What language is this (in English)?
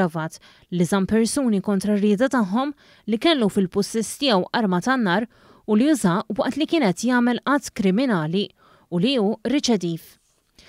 Maltese